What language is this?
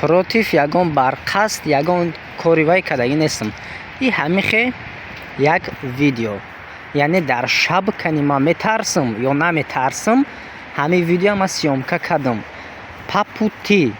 Tajik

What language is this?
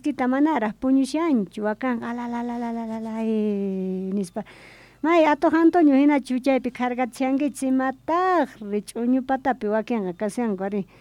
South Bolivian Quechua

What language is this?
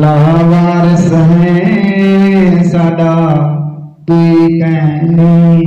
Saraiki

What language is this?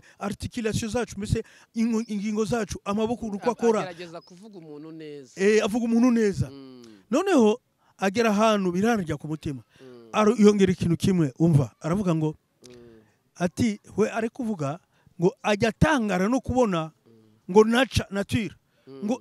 Kinyarwanda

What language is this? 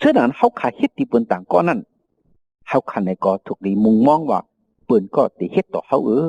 Shan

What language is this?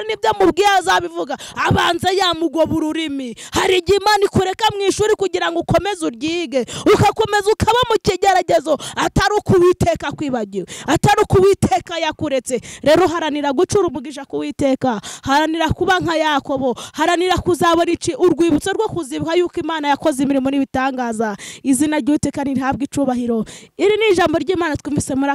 Kinyarwanda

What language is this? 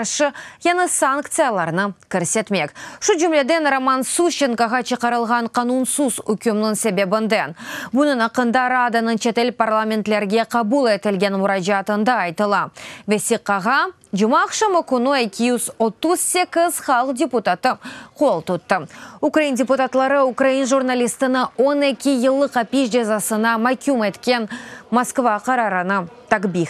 Crimean Tatar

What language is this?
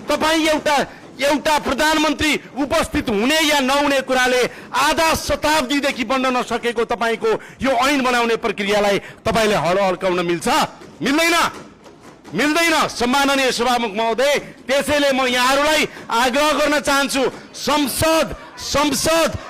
Nepali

